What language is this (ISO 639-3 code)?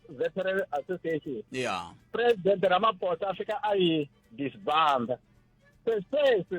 tso